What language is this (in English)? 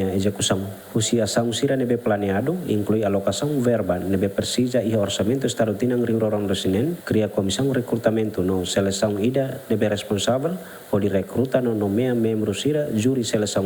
Tetum